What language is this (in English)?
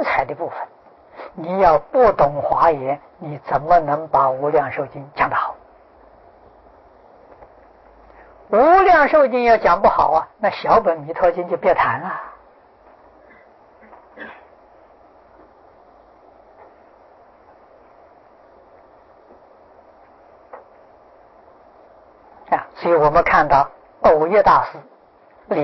Chinese